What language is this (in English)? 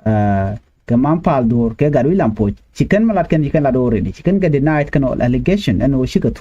Nuer